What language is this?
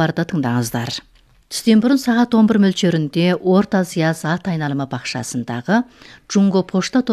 Kazakh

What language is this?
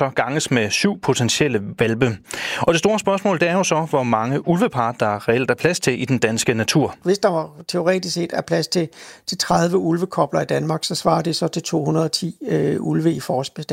Danish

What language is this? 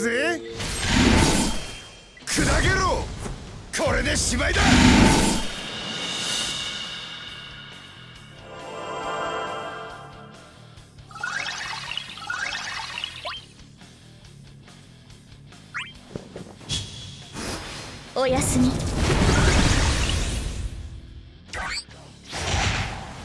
Japanese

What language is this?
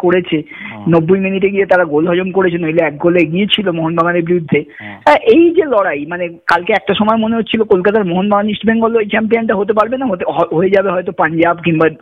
Bangla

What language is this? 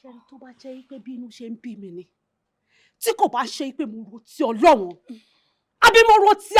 Yoruba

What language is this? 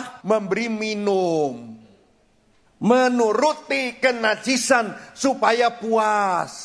Indonesian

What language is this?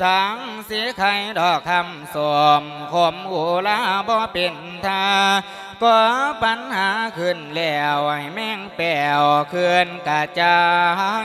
Lao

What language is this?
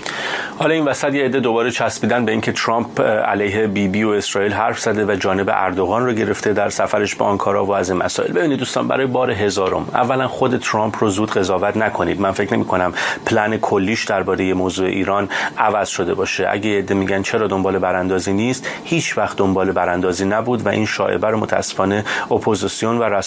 Persian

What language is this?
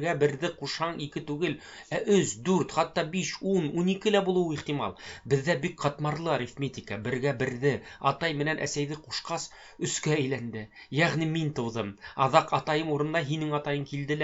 Bashkir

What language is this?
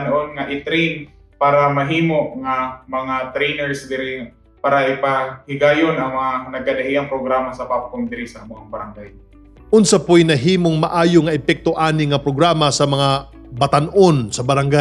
Cebuano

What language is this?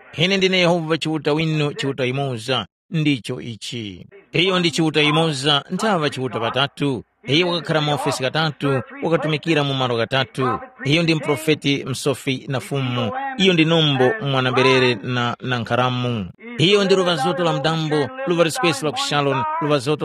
Tumbuka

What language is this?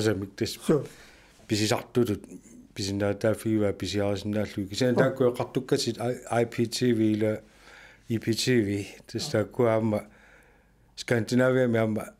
Kalaallisut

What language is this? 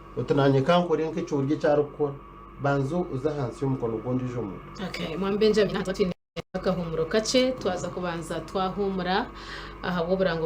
Nyankole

